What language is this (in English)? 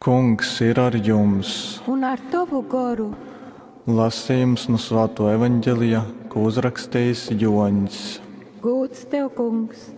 Latgalian